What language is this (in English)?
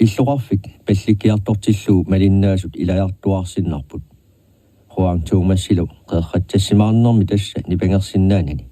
Kalaallisut